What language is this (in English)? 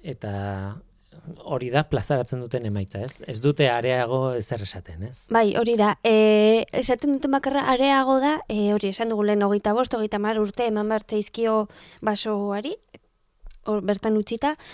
Basque